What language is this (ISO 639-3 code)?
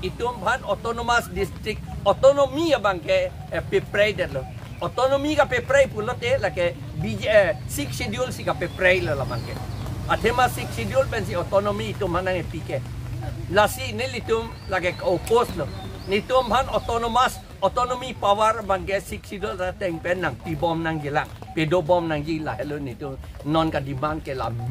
mjw